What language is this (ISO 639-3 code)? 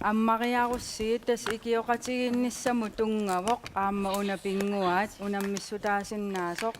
kal